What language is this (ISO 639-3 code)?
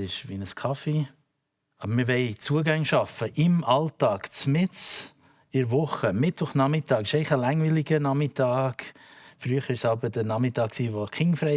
gsw